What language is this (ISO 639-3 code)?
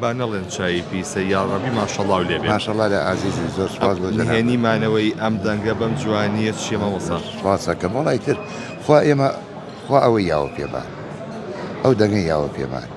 ckb